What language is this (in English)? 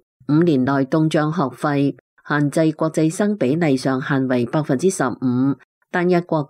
Cantonese